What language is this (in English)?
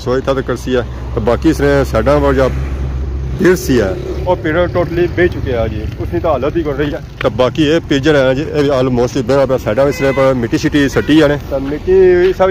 Pahari-Potwari